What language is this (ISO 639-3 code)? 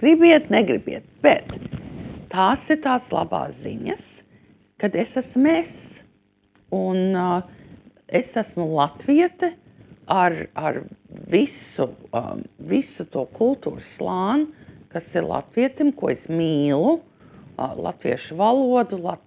lav